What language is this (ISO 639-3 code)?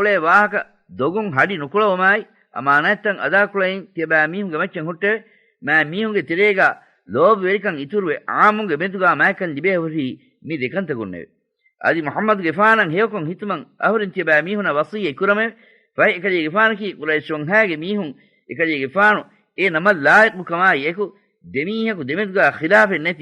div